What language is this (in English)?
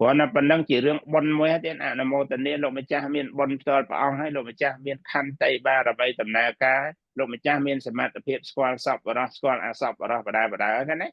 Khmer